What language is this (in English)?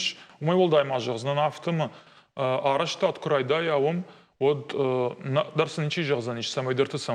Ossetic